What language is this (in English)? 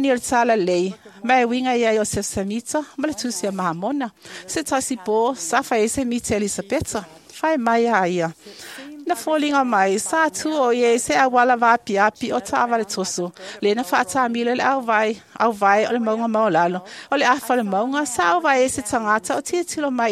Samoan